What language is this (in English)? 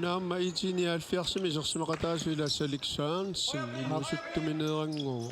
Kalaallisut